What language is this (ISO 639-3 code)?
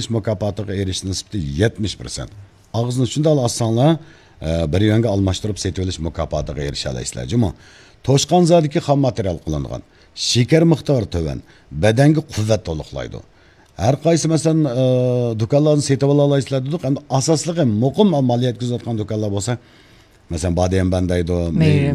uig